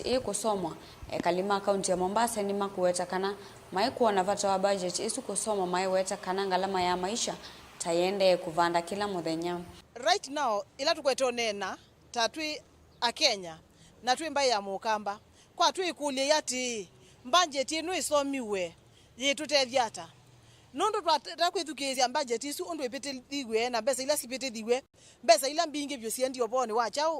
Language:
Kamba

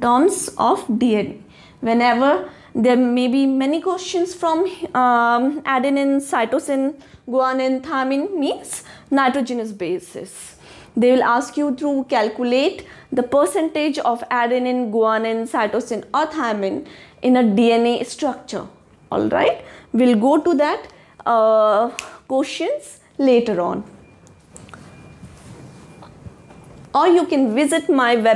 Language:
English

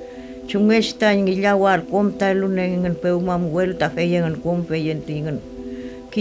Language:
Mapuche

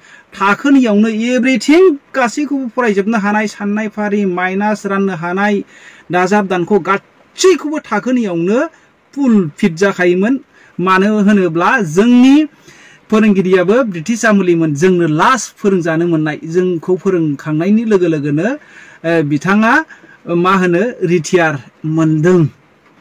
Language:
Bodo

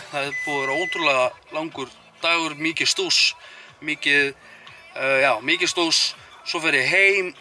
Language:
Icelandic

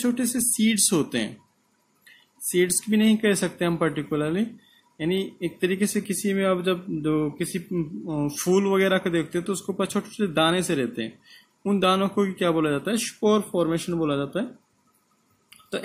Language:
Hindi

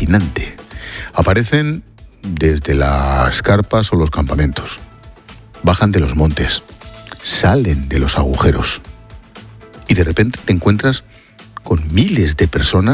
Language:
Spanish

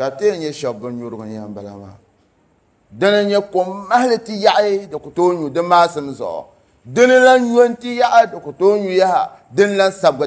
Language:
Dagbani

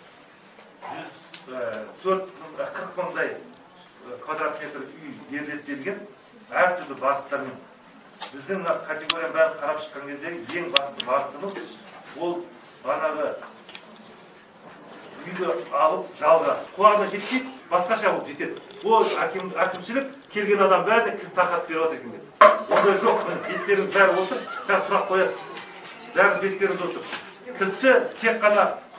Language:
Kazakh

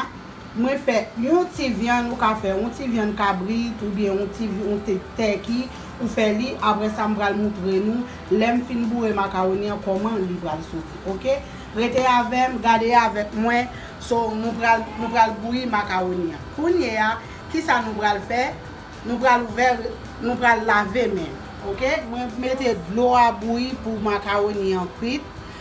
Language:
Haitian Creole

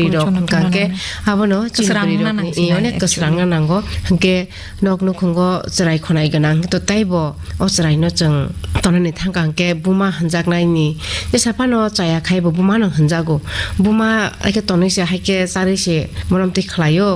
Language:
Kok Borok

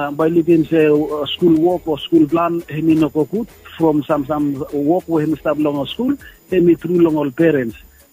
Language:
Bislama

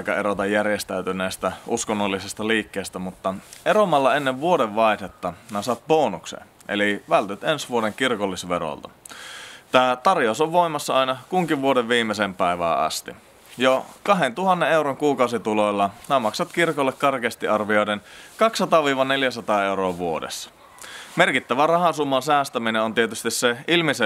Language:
Finnish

